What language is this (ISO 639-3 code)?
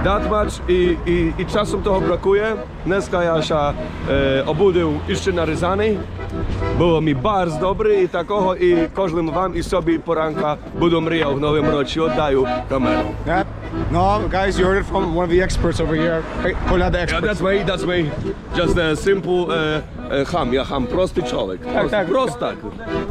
rue